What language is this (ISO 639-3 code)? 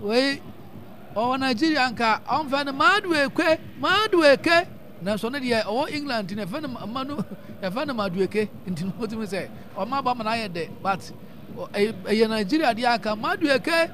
aka